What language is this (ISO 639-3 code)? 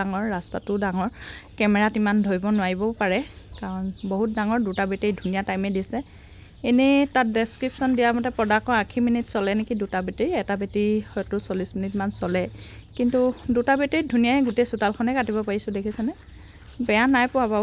asm